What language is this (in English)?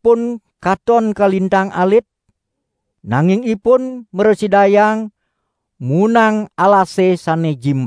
Balinese